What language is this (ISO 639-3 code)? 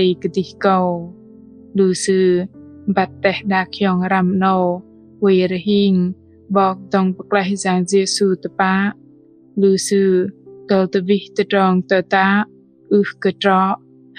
bdq